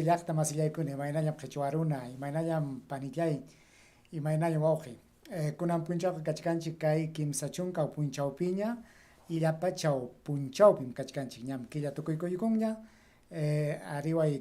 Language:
Ayacucho Quechua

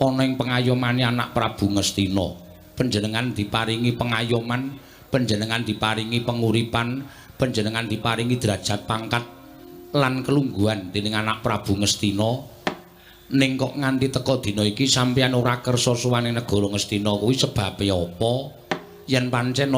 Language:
Javanese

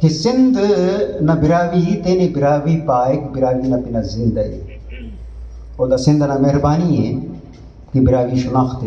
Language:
Brahui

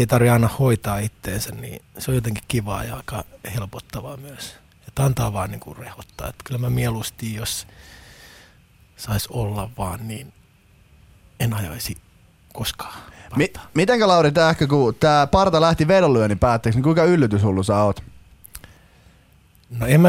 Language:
Finnish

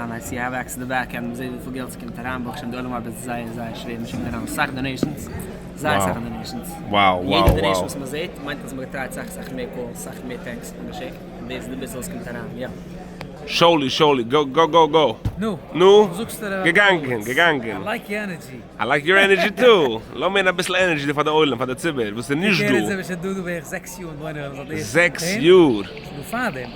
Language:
Yiddish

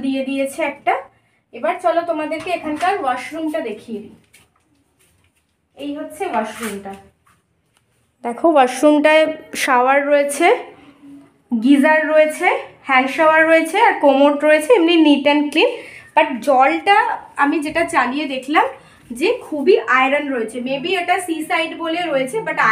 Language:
Bangla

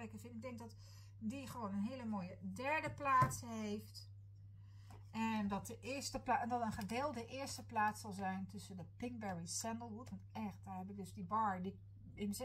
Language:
Dutch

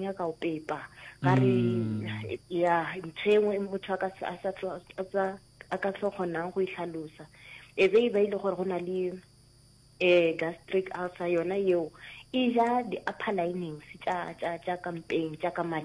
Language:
Northern Sotho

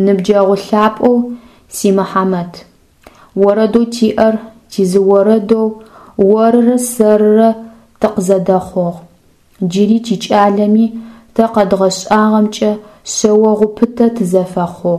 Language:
Adyghe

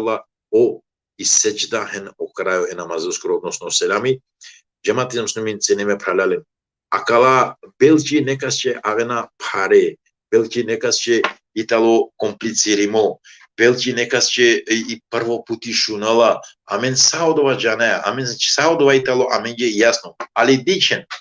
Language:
Balkan Romani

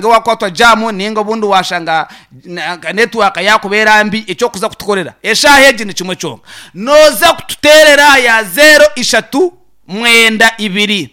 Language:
Nyankole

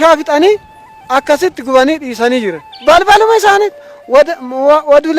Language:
Oromo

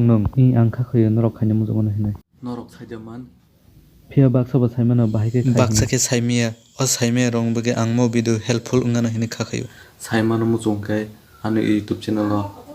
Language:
Kok Borok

